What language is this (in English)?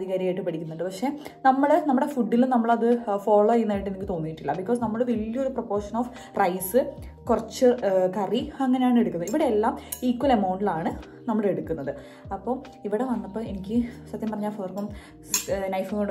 Malayalam